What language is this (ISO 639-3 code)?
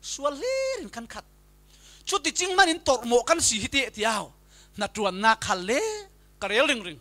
cfm